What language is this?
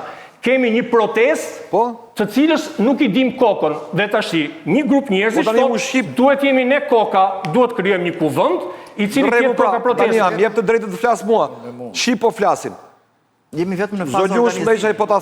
Albanian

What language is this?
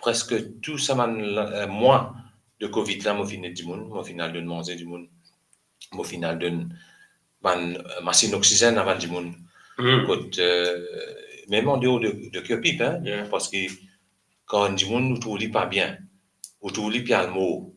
Morisyen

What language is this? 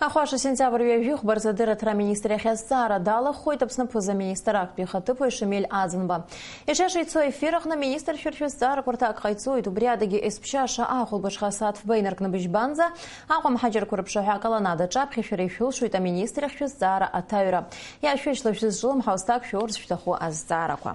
Abkhazian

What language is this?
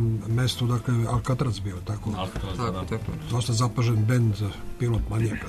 Serbian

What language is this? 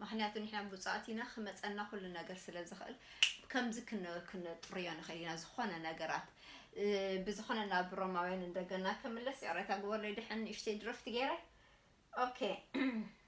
Tigrinya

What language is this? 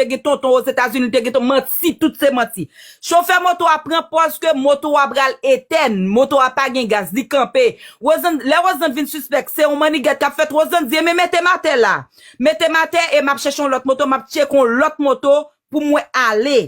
Haitian Creole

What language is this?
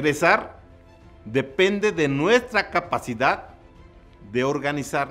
Spanish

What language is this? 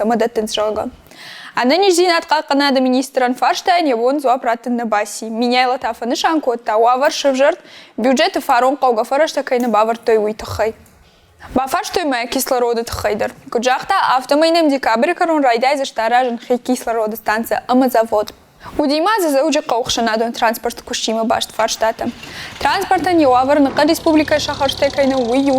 Ossetic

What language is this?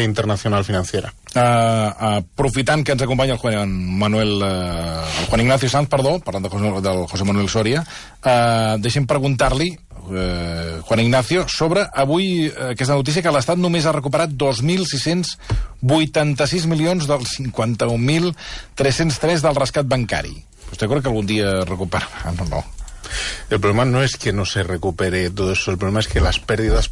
Catalan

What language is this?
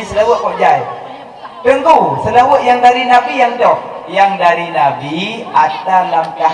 Achinese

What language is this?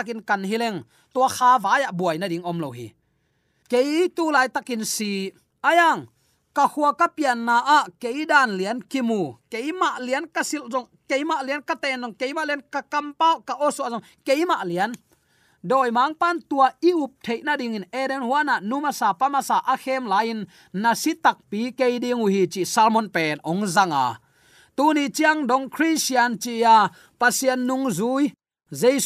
Tedim Chin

